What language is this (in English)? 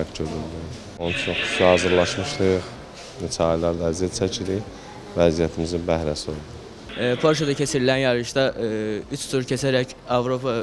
Azerbaijani